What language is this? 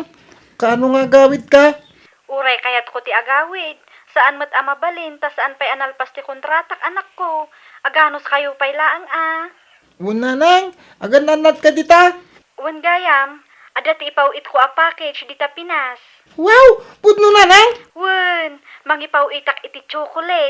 Iloko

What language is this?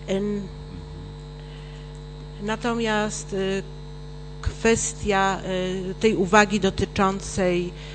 Polish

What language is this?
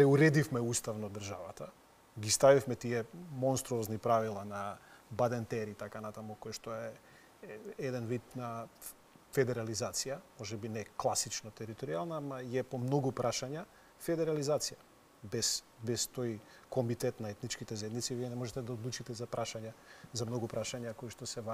Macedonian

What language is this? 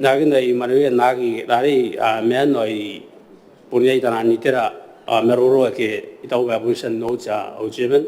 Gilbertese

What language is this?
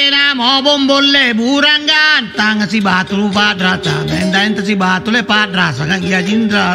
Makasar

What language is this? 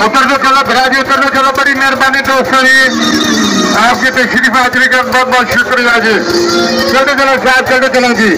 Saraiki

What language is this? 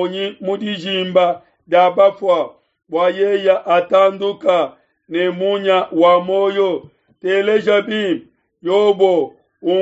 Luba-Lulua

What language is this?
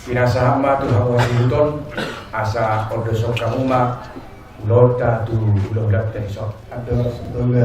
Batak Toba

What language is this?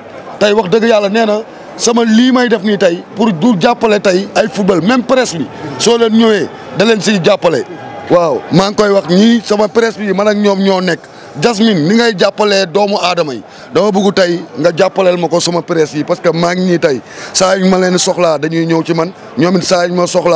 Wolof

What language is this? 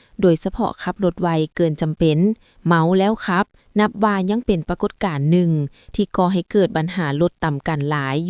Lao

